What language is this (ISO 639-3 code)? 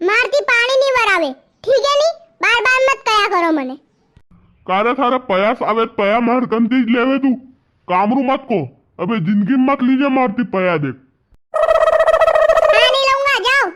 raj